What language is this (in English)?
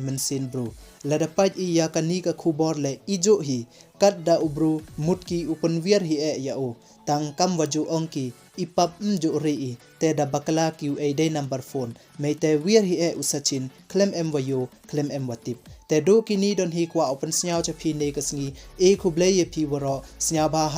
Pnar